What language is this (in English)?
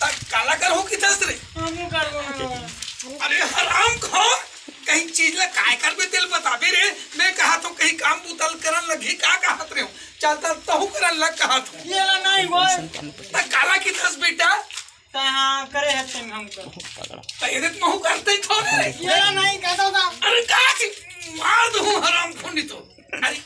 Chhattisgarhi